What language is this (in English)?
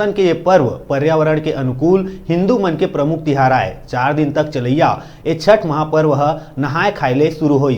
Chhattisgarhi